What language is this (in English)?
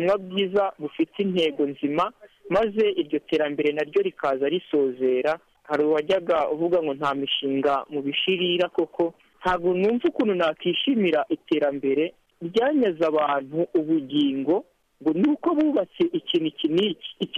Kinyarwanda